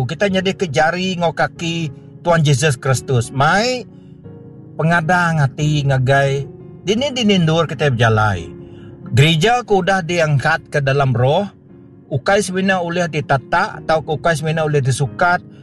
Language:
Iban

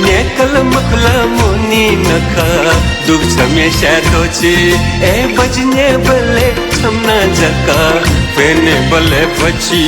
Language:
Newari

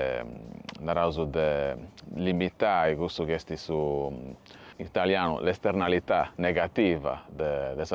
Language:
Sardinian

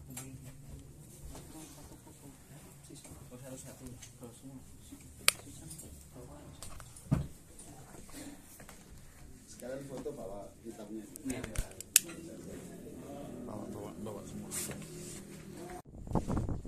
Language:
Indonesian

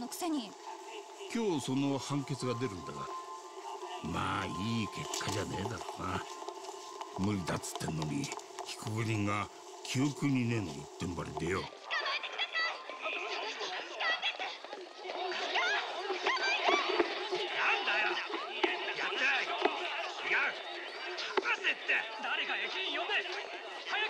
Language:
Japanese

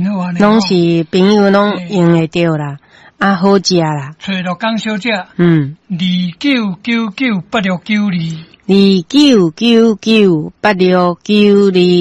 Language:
Min Nan Chinese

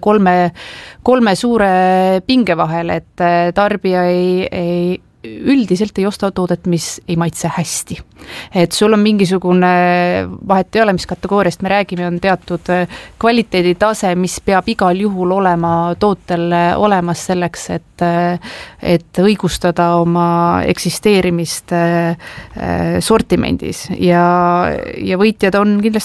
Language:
Estonian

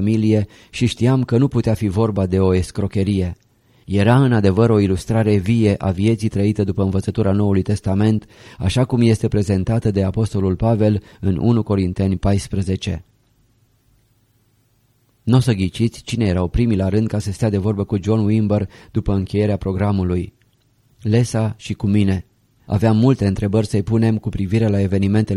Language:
Romanian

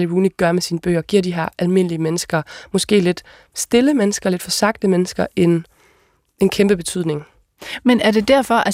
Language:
Danish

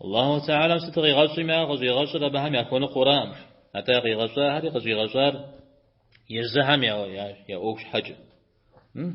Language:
Kabardian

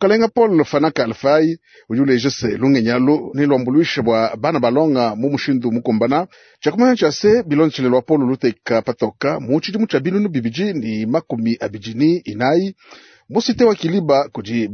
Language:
Luba-Lulua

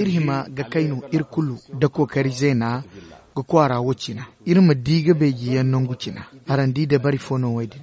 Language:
Zarma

